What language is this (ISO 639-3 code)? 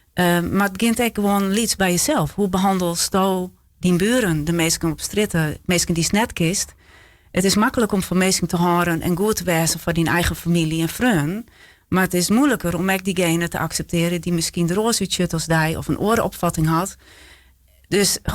fry